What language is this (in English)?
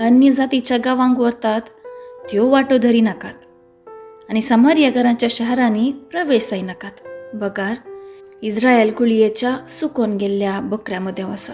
Konkani